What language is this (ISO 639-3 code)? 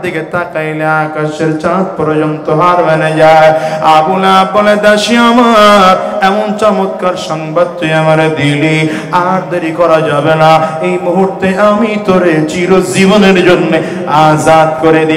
ben